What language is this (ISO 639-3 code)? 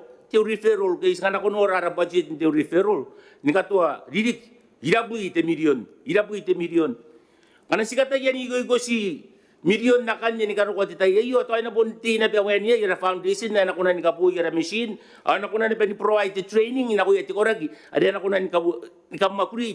gil